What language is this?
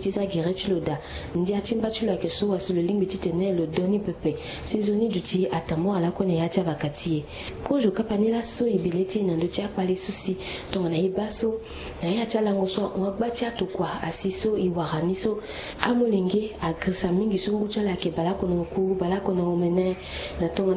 Sango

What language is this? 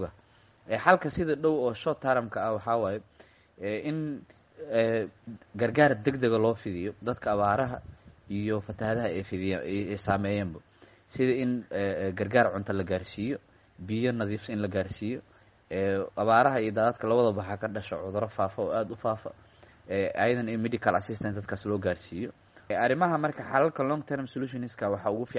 Somali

